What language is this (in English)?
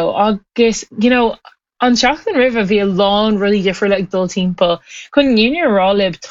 Irish